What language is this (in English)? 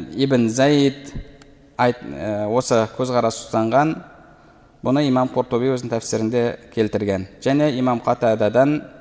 Kazakh